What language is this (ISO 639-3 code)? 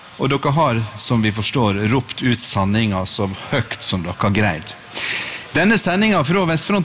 nor